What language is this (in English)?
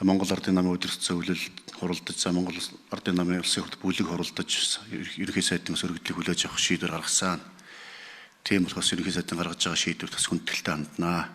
Mongolian